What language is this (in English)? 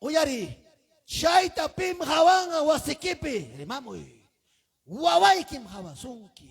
Ayacucho Quechua